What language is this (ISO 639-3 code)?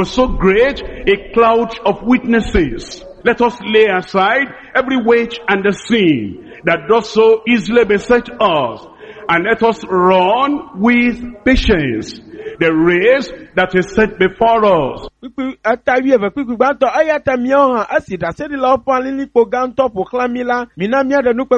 ewe